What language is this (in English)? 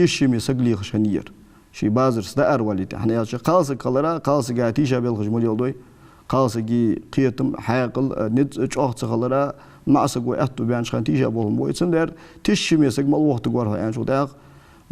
Ingush